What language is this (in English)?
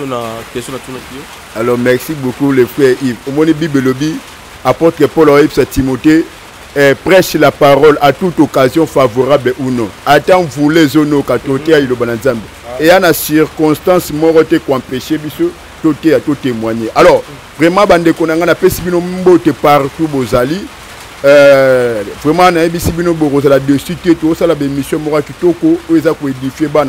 Lingala